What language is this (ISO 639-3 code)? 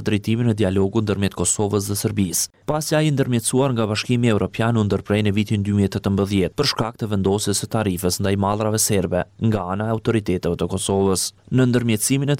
sqi